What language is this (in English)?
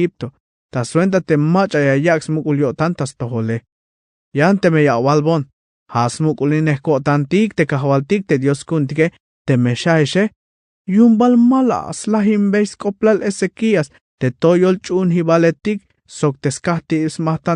Tzeltal